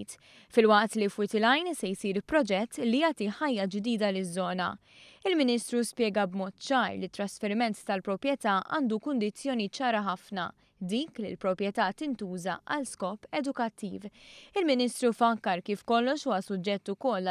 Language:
Maltese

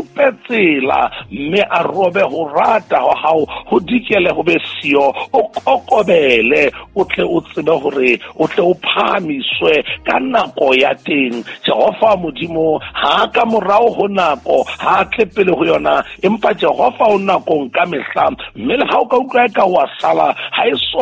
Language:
Southern Sotho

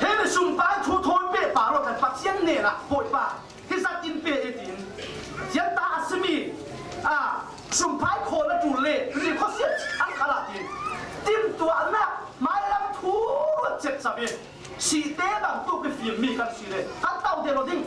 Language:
Falam Chin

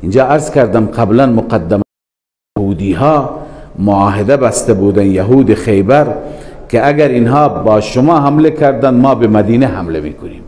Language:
Persian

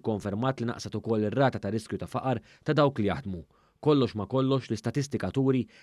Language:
Maltese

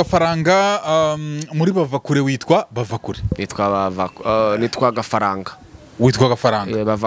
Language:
Kinyarwanda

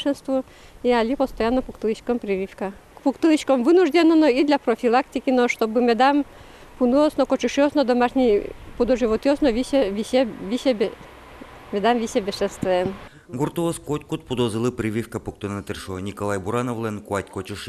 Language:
Udmurt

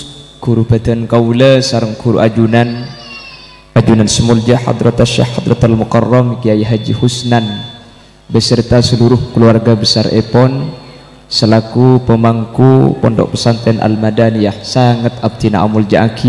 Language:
Madurese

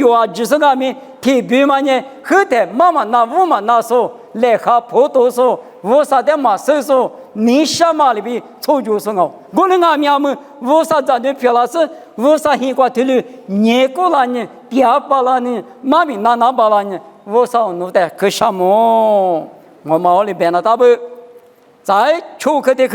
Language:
Lisu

